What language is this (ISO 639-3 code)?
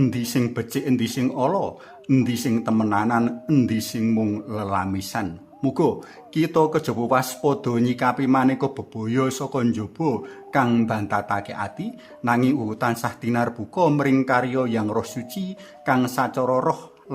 jav